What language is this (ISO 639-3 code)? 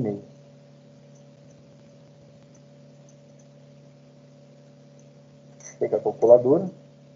por